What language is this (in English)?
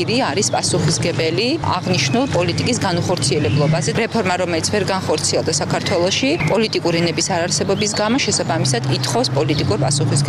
Georgian